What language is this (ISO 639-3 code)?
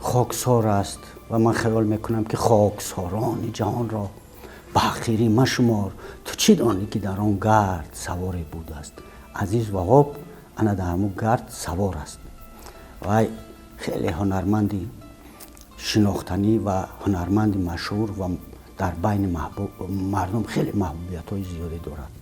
tgk